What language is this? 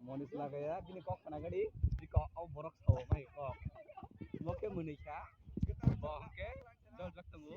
Kok Borok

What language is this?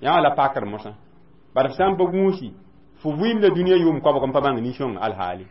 Mossi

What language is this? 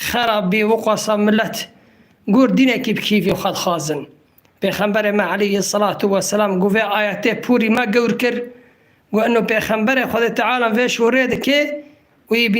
Kurdish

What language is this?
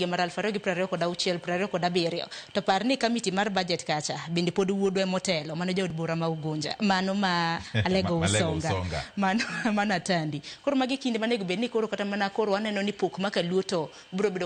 Luo (Kenya and Tanzania)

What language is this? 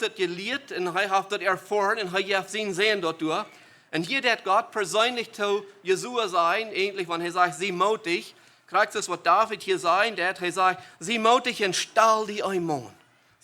Plautdietsch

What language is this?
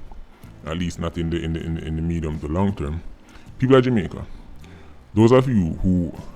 Jamaican Creole English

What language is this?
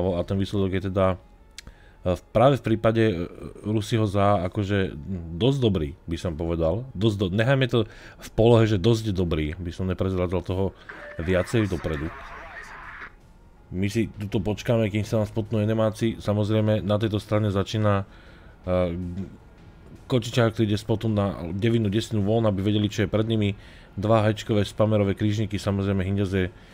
Slovak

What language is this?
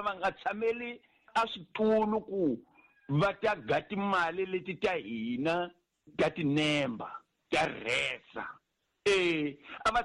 Tsonga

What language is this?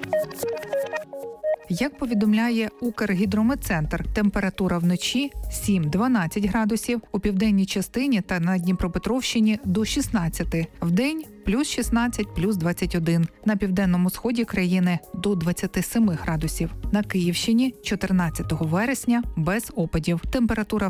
Ukrainian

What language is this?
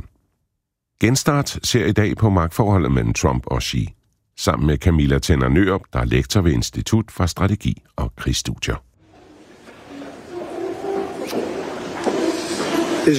Danish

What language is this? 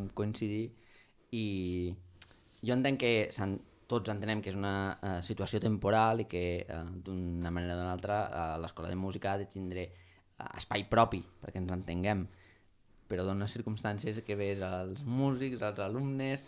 Catalan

